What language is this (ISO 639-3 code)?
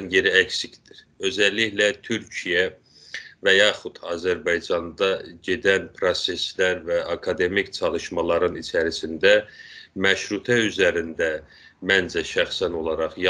azb